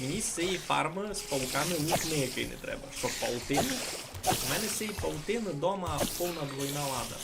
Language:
Rusyn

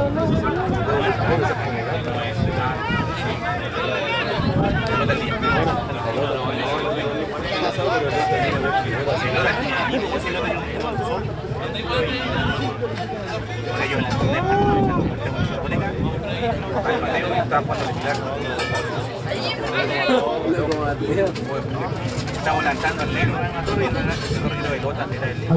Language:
Spanish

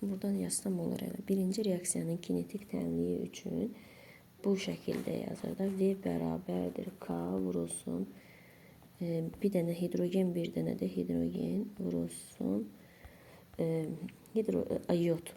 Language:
Azerbaijani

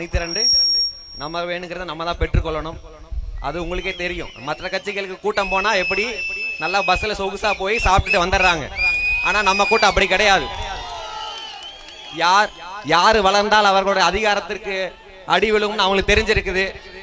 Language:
Tamil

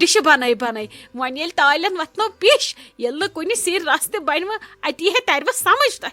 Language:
Kashmiri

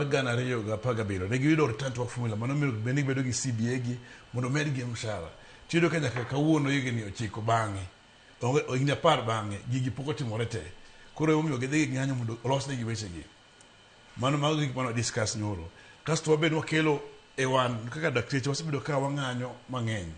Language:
Luo (Kenya and Tanzania)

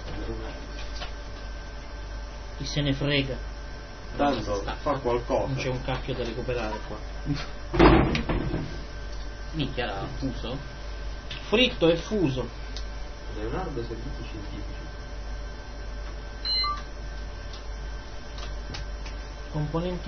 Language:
Italian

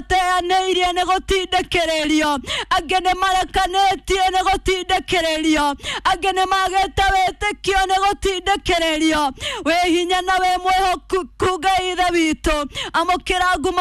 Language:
Kikuyu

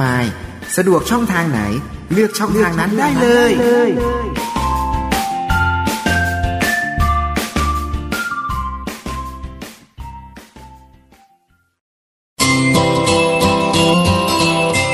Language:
Thai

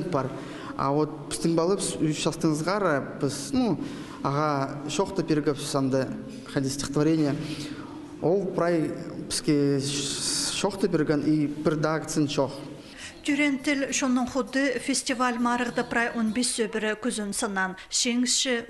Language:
Khakas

